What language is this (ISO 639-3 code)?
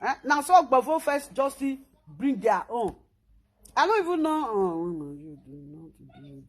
pcm